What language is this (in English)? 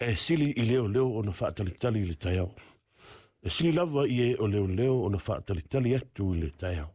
Samoan